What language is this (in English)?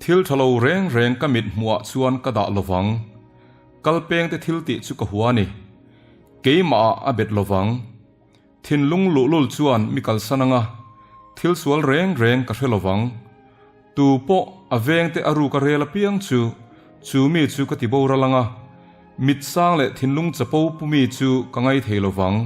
Mizo